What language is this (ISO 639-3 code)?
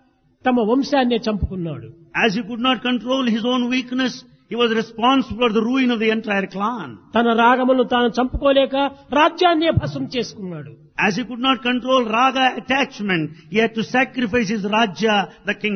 tel